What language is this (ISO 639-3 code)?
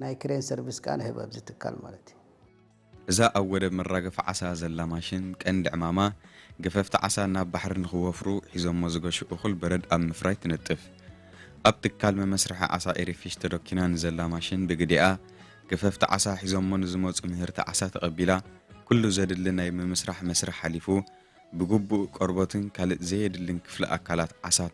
tir